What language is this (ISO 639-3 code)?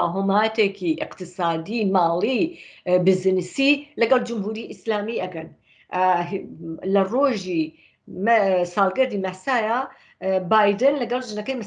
ckb